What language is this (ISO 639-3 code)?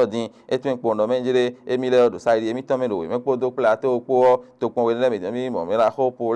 fon